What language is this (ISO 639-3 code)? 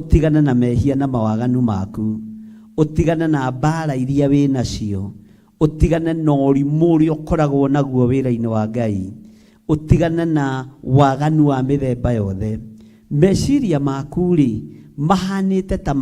kik